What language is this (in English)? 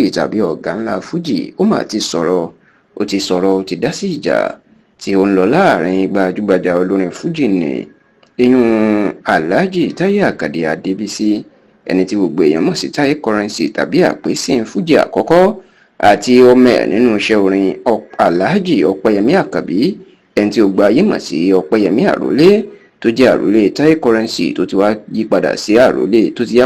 Yoruba